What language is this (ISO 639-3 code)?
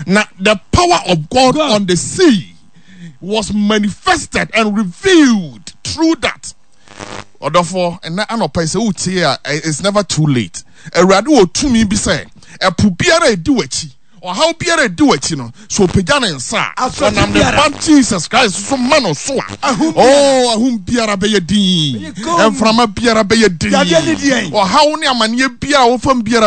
aka